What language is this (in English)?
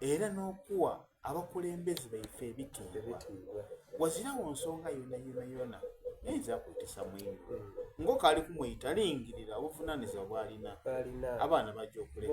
Soga